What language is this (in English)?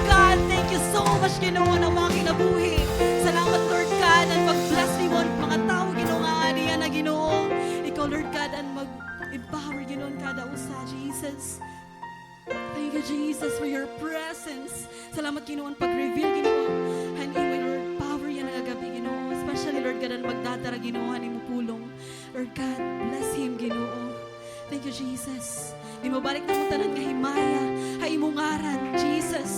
Waray